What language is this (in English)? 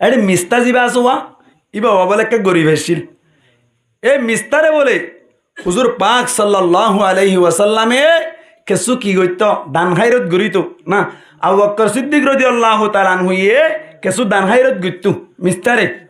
Rohingya